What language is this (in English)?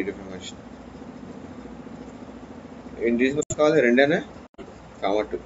Telugu